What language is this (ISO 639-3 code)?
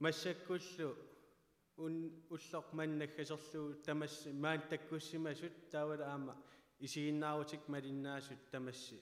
kal